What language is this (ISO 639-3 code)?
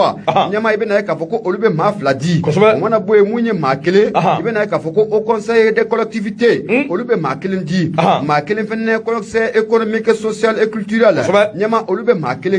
bam